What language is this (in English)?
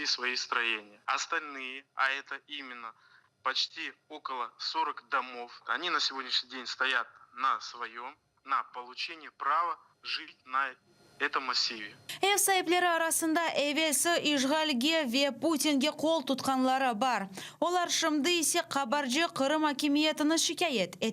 Crimean Tatar